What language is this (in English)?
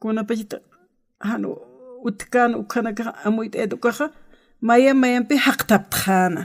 Aymara